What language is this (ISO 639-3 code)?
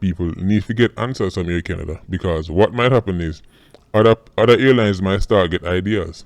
jam